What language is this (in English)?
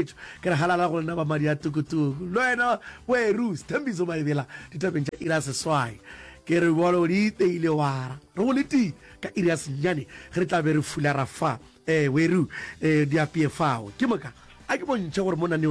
Northern Sotho